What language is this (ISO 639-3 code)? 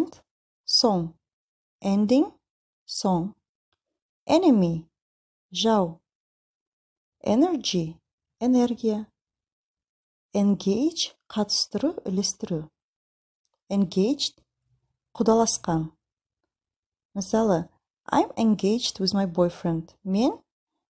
kaz